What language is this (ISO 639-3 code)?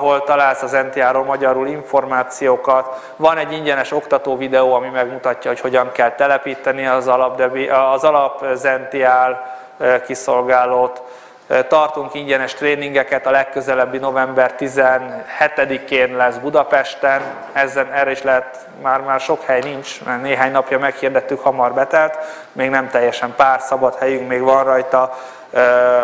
hun